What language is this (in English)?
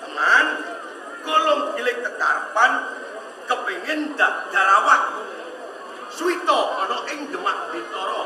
Javanese